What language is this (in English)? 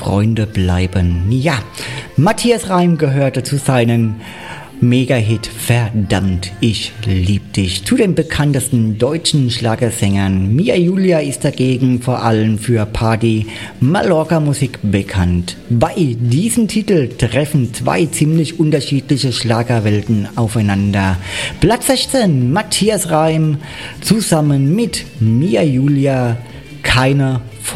German